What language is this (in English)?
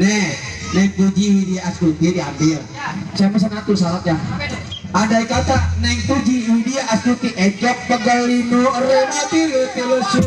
Betawi